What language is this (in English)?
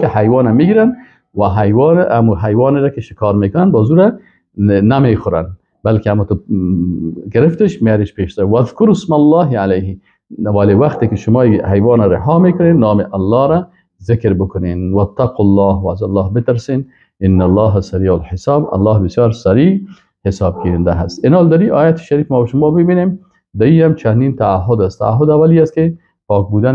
Persian